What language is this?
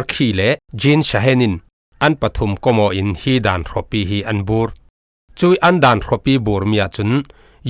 Falam Chin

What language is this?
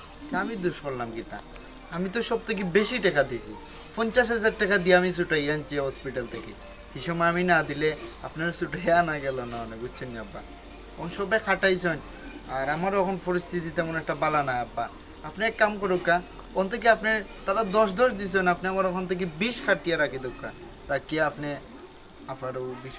Sylheti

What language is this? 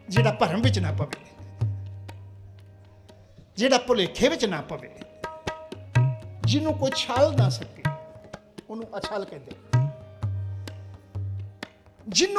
Punjabi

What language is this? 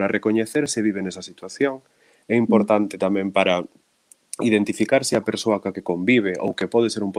Galician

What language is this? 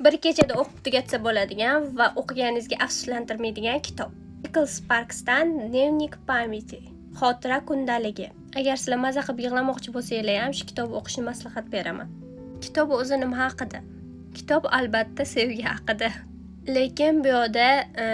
Uzbek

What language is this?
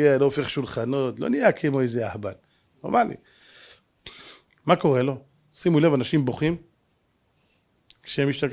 Hebrew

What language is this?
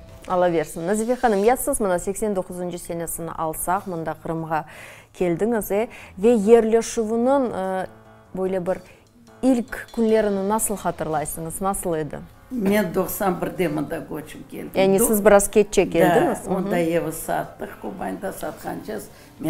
Crimean Tatar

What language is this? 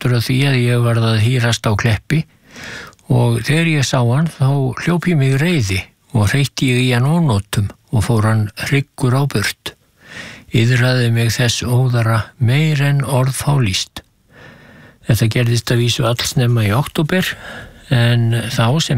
Icelandic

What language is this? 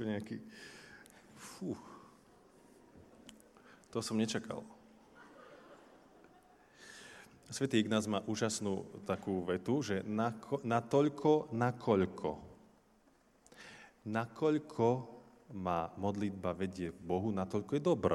Slovak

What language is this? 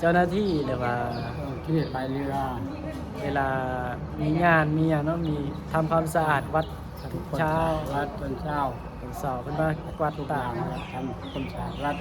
Northeastern Thai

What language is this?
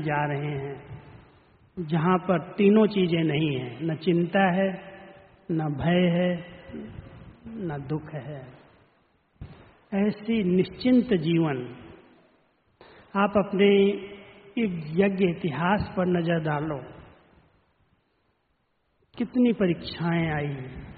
Hindi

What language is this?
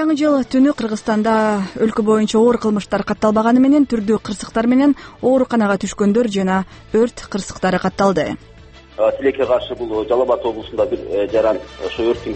Kyrgyz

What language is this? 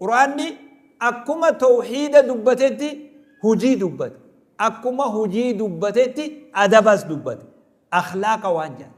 Oromo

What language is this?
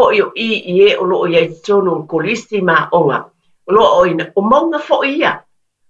Samoan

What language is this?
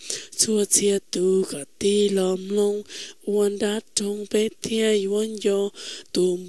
Hmong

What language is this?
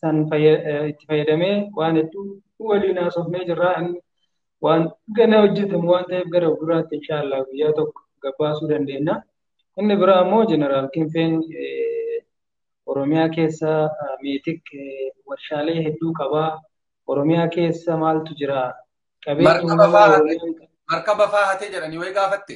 Oromo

